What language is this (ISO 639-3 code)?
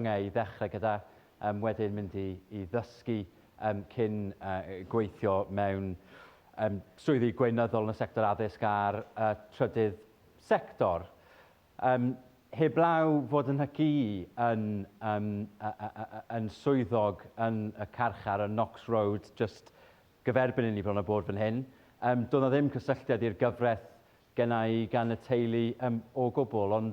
cym